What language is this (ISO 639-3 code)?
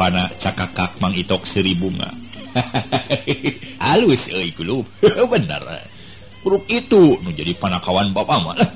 sun